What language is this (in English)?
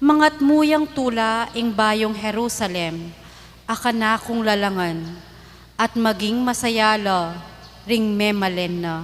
Pampanga